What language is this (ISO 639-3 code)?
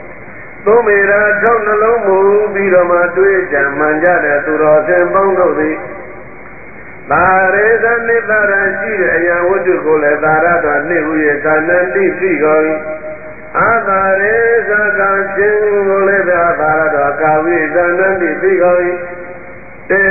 mya